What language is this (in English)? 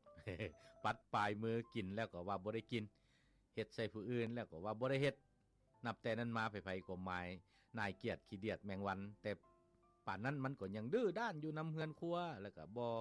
Lao